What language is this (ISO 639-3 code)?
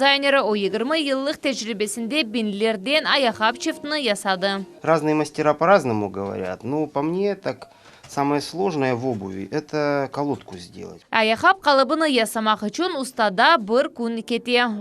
crh